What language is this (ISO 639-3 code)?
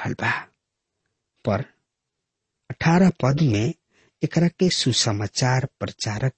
bho